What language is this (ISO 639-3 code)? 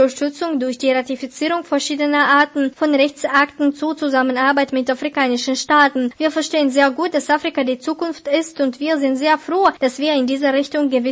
deu